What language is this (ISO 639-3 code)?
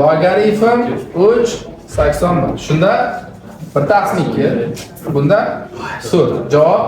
uzb